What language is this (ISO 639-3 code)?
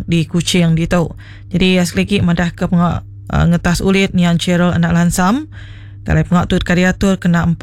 iba